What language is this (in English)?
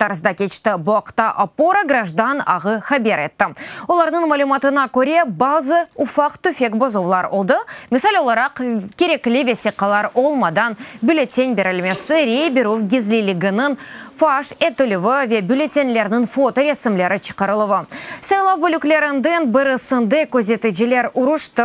Crimean Tatar